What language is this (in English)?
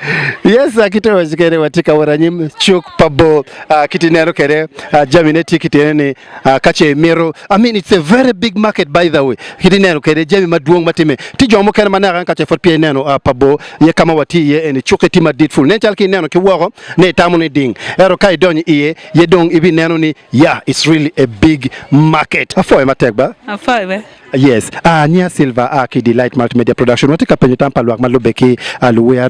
Acoli